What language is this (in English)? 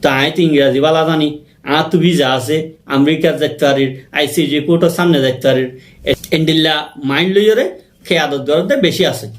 Rohingya